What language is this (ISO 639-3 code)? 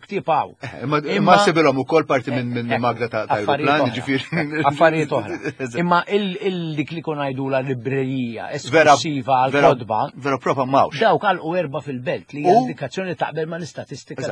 mlt